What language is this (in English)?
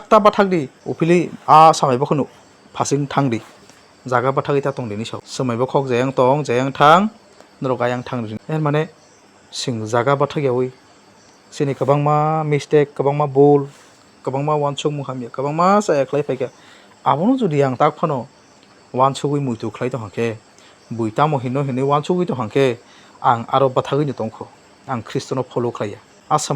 Kok Borok